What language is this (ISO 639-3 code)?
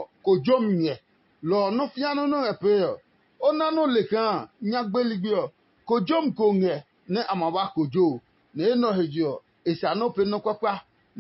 ada